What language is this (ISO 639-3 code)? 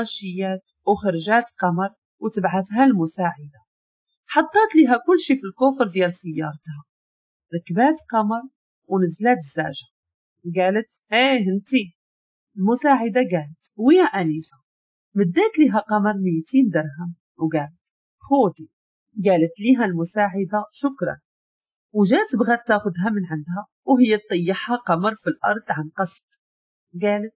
ary